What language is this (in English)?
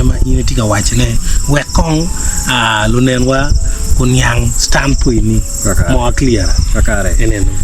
Acoli